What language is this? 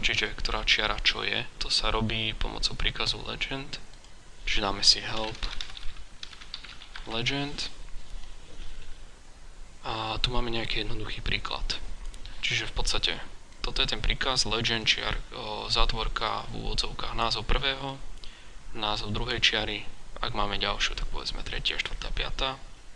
Slovak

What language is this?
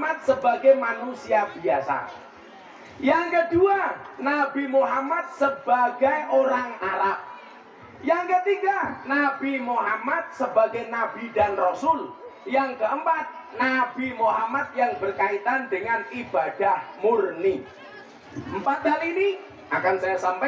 Javanese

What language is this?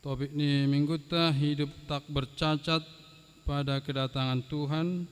Batak Toba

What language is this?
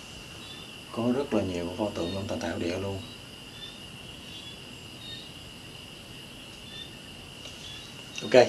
Vietnamese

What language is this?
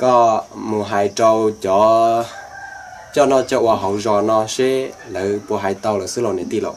Hmong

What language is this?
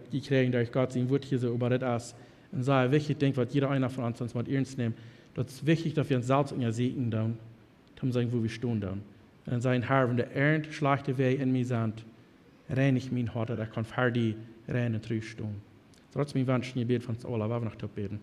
Plautdietsch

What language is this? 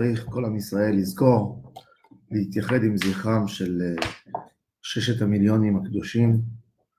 Hebrew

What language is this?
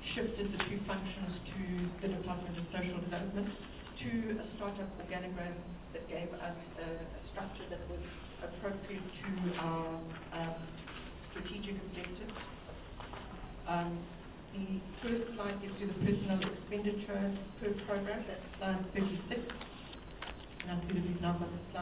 English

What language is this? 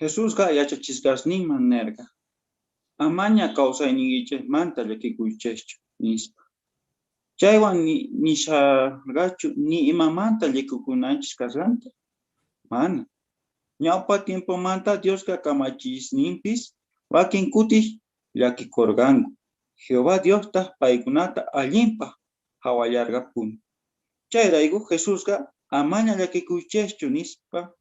South Bolivian Quechua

